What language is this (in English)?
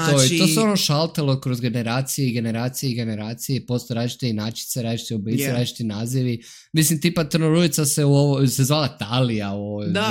Serbian